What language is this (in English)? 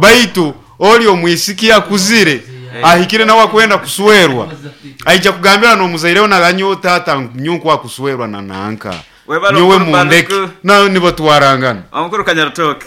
Nyoro